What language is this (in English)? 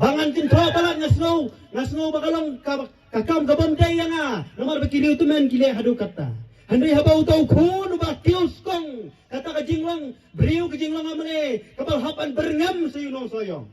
Khasi